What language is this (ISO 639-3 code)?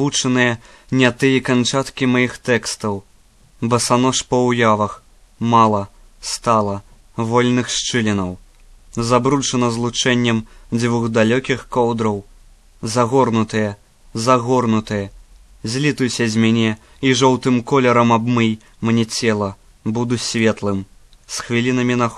bel